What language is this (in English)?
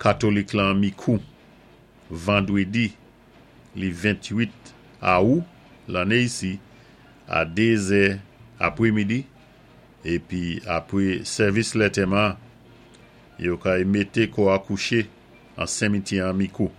Saint Lucian Creole French